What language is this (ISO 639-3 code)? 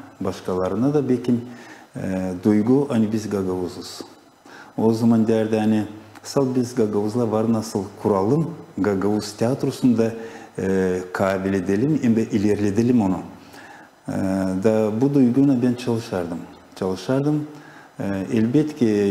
gag